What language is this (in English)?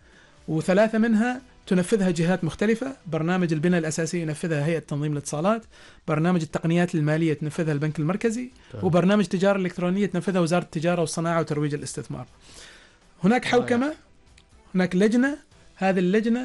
Arabic